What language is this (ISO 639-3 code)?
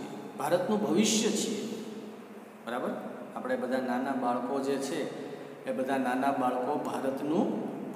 guj